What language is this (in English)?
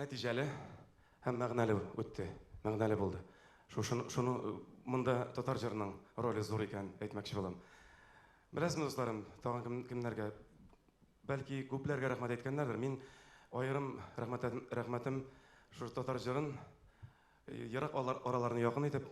Tatar